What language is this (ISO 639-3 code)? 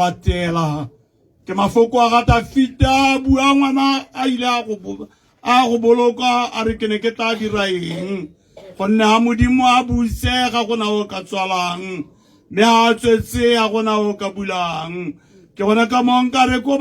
tsn